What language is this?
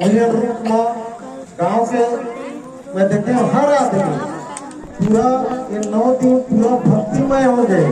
Chhattisgarhi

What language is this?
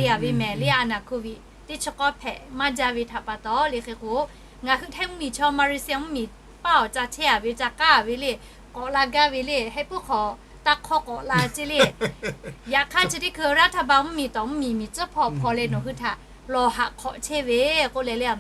Lahu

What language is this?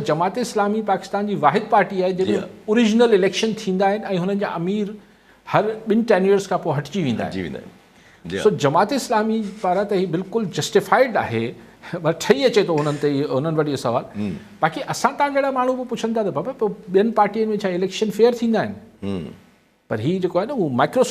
Sindhi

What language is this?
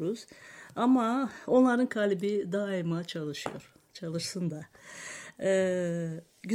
Turkish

